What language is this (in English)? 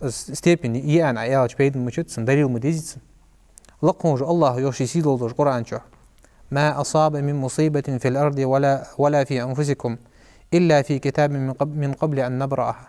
Ingush